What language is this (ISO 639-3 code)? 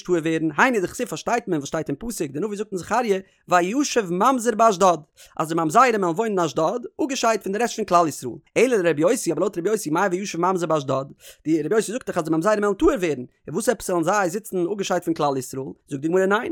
yid